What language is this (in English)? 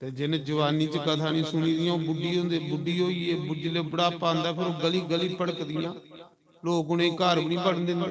Dogri